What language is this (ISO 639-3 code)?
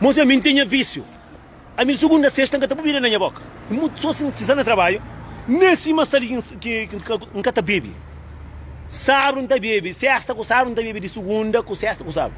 kea